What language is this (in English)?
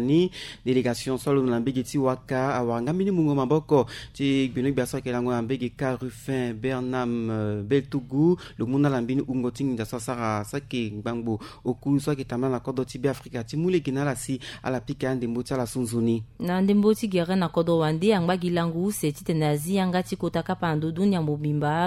Sango